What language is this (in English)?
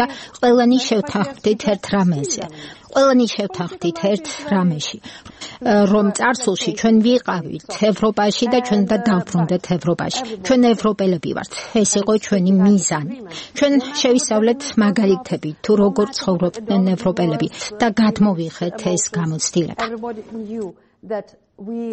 Georgian